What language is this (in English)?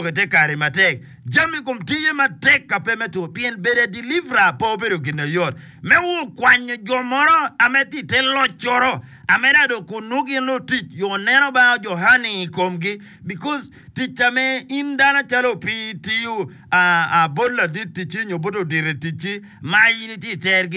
Acoli